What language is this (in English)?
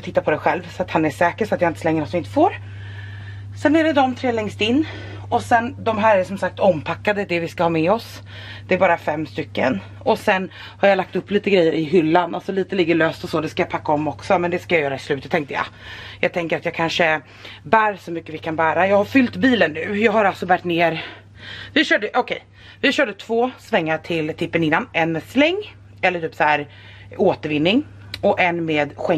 Swedish